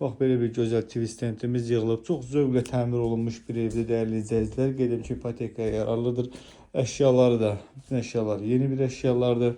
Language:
Azerbaijani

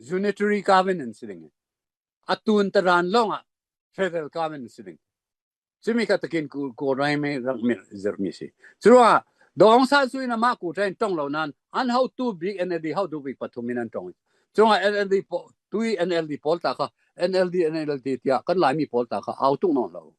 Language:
Falam Chin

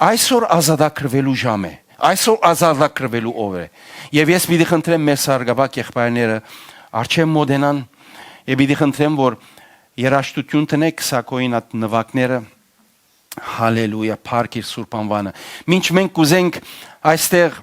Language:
Western Armenian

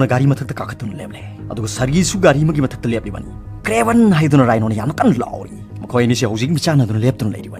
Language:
Manipuri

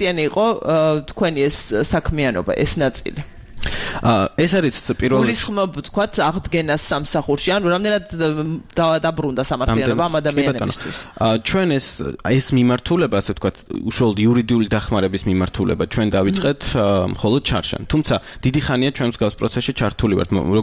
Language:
Georgian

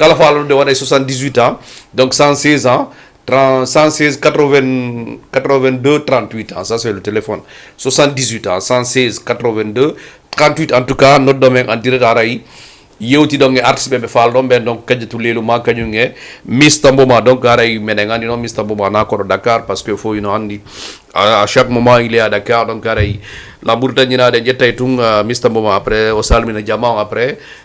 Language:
Fula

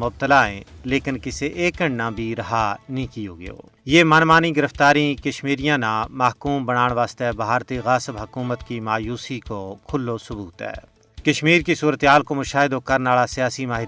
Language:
Gujari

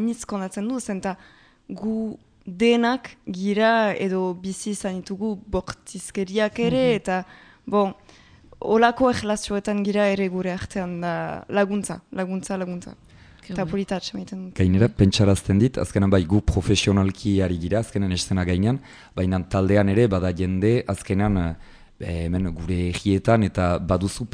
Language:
Basque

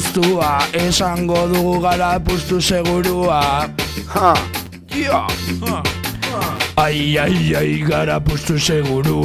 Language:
Basque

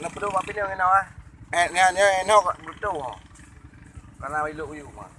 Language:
Achinese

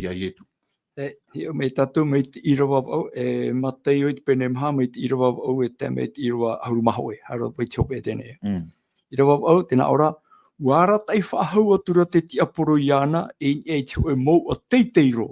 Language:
Tahitian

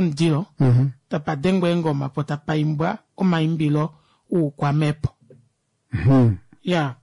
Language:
Kuanyama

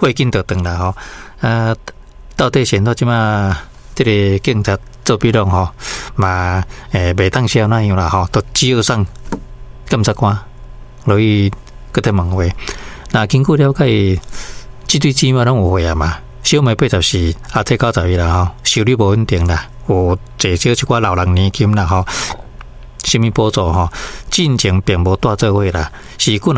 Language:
Min Nan Chinese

